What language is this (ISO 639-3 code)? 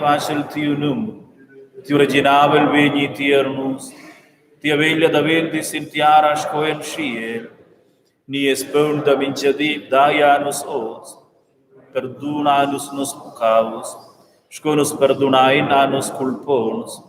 roh